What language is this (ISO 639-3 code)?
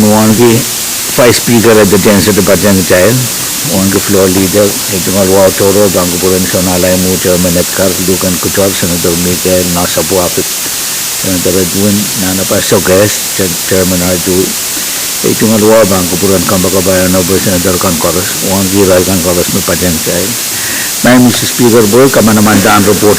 pon